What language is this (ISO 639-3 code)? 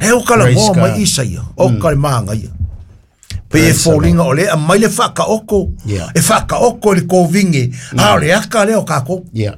smo